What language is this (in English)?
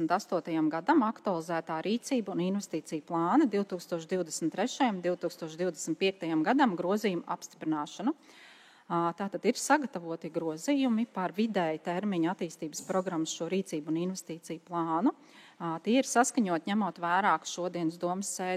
Latvian